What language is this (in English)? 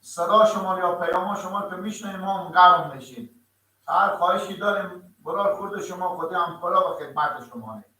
Persian